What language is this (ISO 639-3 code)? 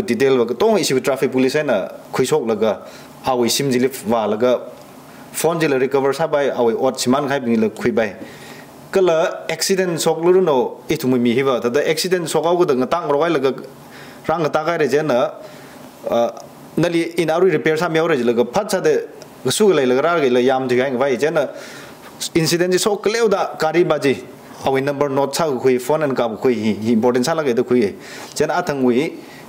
nmf